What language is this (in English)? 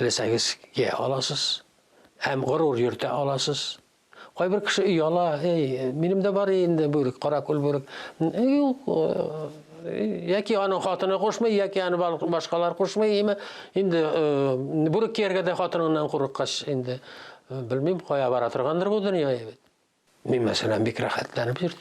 Tatar